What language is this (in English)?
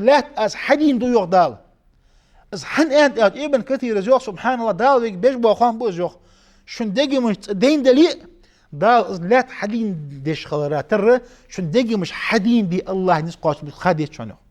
Ingush